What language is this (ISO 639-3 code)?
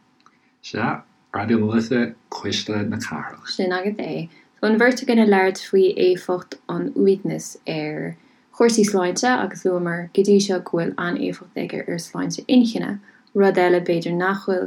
gle